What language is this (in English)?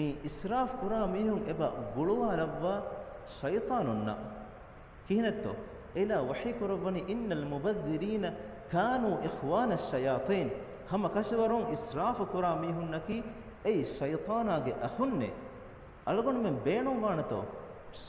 Divehi